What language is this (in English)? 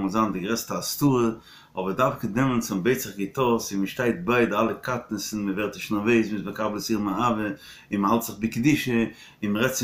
Yiddish